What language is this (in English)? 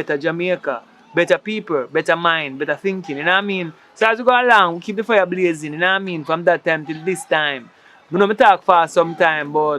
Jamaican Creole English